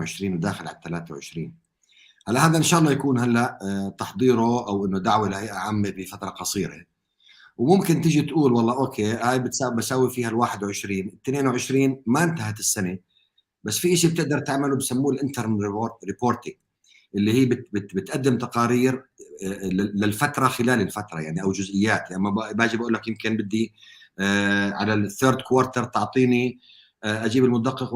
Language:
North Levantine Arabic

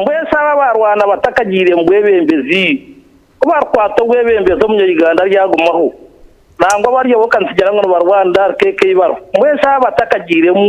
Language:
Nyankole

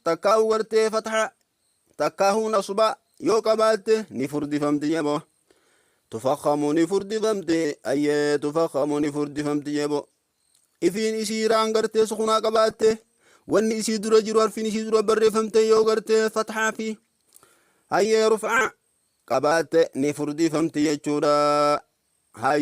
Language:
Oromo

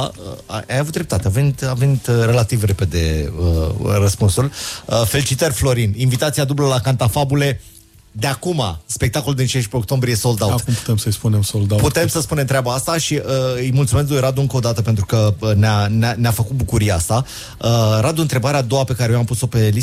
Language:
Romanian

